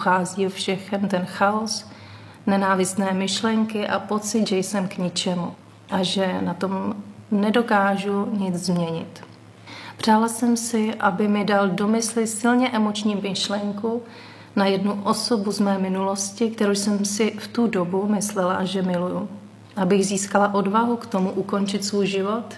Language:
Czech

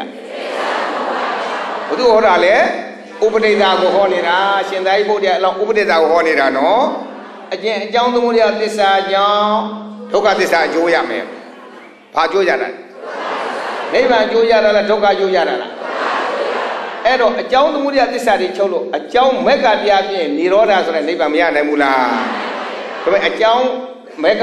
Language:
Burmese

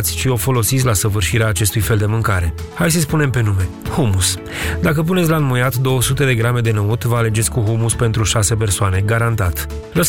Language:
Romanian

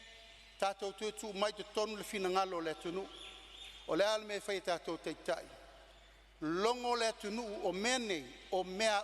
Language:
Samoan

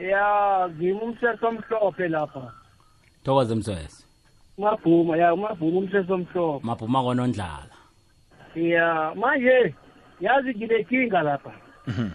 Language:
South Ndebele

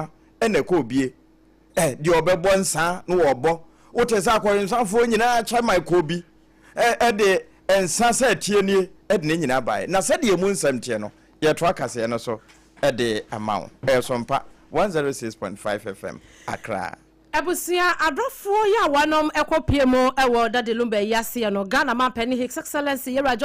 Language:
Akan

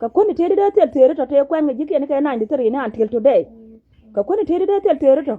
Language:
Nuer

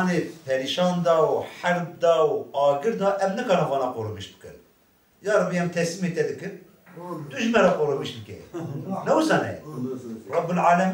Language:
Kurdish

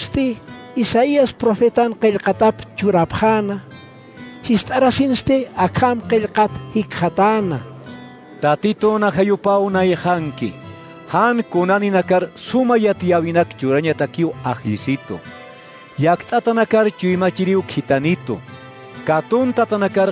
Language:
Aymara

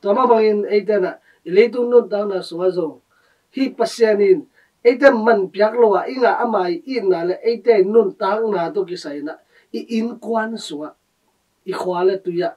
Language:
Tedim Chin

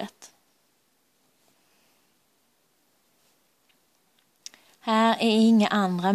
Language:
Swedish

